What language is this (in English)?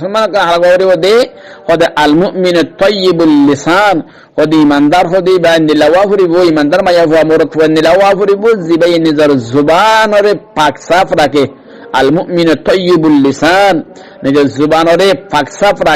Rohingya